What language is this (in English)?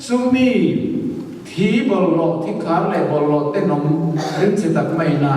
Mizo